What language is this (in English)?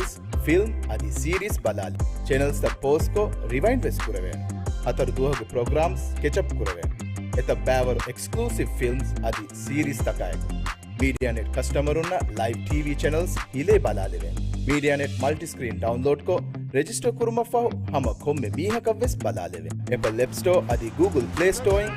Divehi